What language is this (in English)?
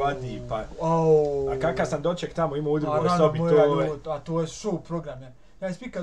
Bosnian